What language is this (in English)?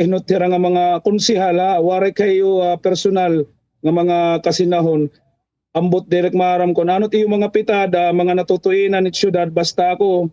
Waray